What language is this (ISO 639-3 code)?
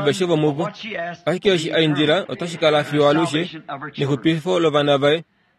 kua